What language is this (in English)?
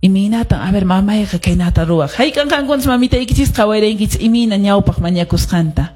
Quechua